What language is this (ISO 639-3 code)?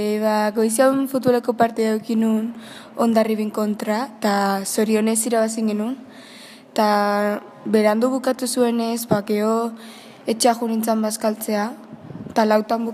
eus